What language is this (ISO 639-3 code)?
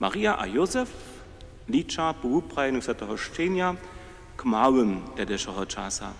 hsb